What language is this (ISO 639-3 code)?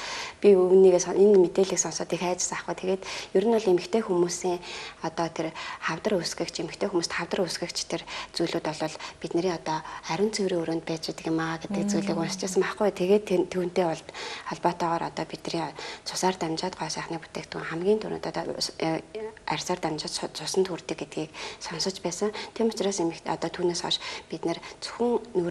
mon